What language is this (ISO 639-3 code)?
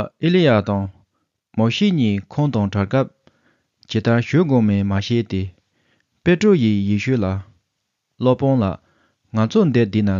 bod